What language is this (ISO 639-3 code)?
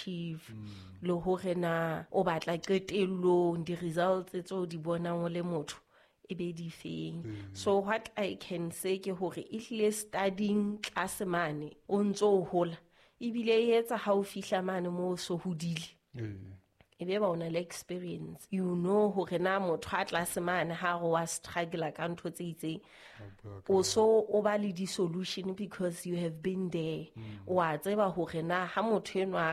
sot